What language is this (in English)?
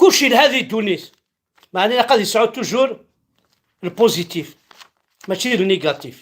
Kabyle